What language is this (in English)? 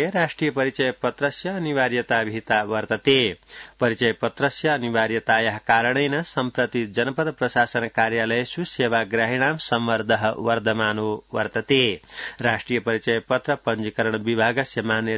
Sanskrit